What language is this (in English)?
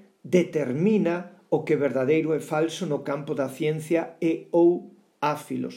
Galician